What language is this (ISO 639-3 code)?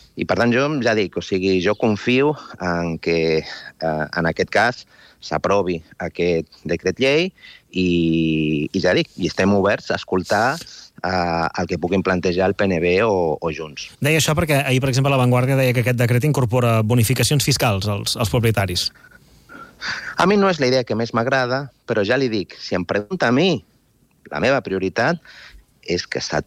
cat